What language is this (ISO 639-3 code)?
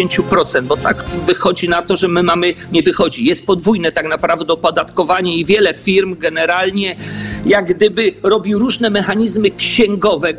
pol